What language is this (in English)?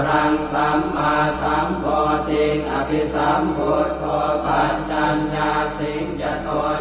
Pali